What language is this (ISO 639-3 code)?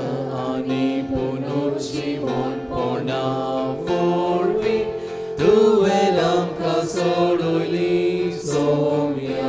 kok